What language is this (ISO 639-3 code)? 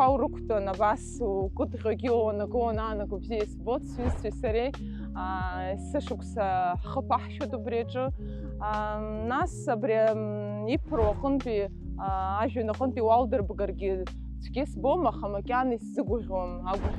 abk